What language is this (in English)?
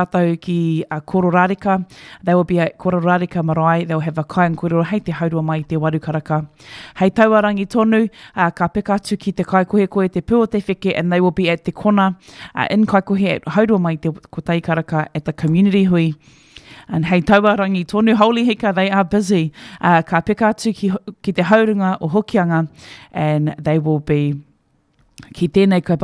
Māori